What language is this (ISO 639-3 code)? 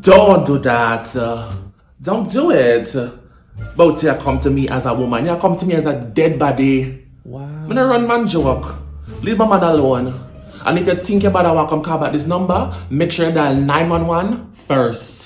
jam